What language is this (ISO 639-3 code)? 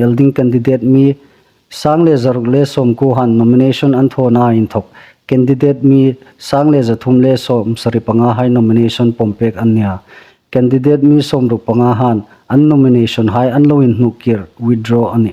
hmr